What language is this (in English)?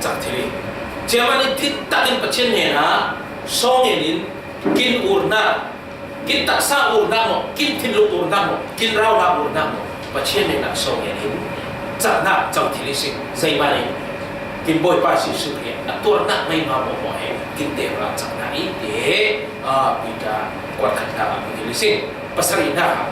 Falam Chin